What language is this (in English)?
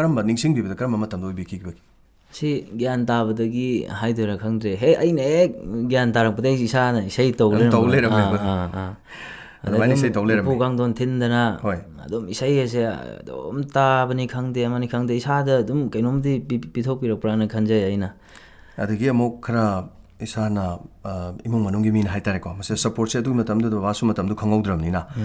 Manipuri